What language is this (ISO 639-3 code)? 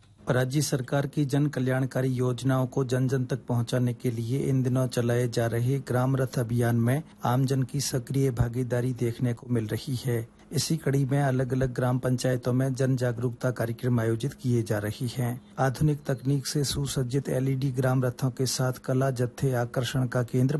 hin